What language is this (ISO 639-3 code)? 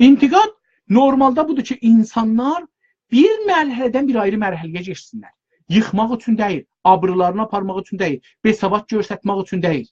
azb